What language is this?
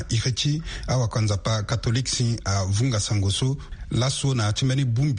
Sango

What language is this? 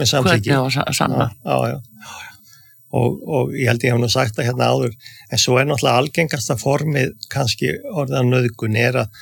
Icelandic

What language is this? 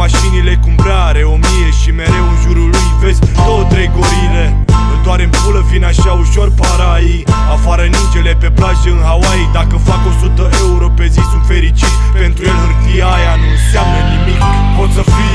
Romanian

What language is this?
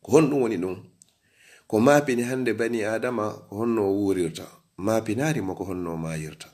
Fula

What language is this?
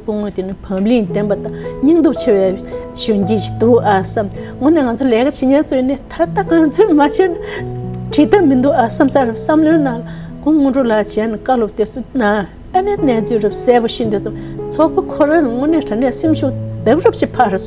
Tibetan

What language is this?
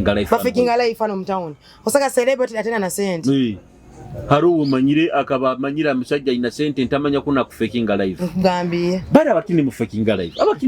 Nyoro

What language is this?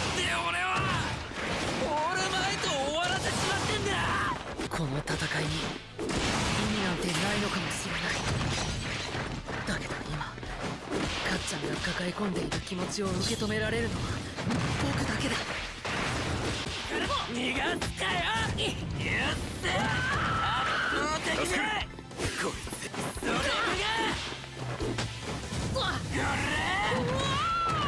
Japanese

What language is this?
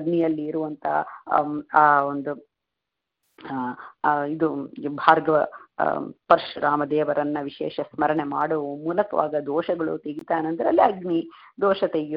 Kannada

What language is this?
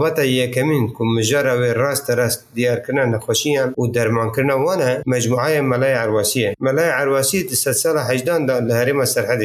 Kurdish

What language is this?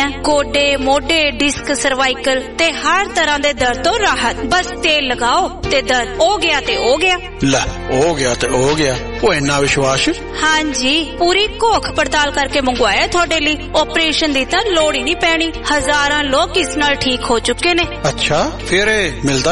Punjabi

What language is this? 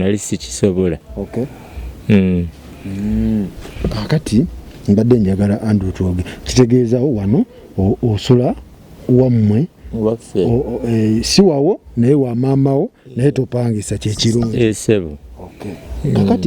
Ganda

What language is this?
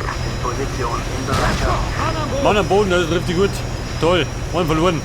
Bavarian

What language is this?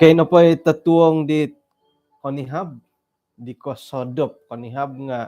Central Dusun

